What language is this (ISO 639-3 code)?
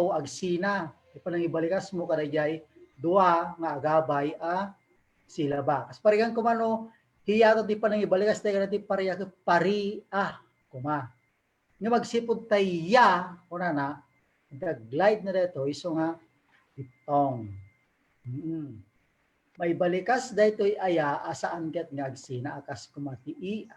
ilo